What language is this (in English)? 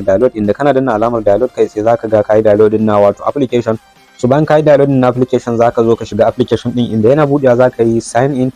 Hausa